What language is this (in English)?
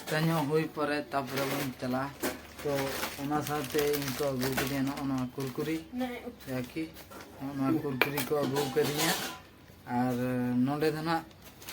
Santali